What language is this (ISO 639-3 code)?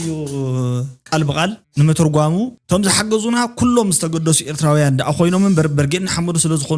tir